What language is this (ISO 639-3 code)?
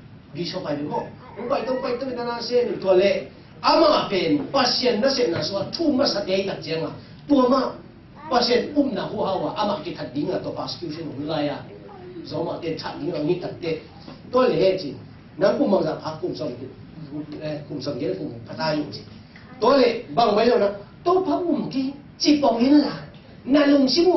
ctd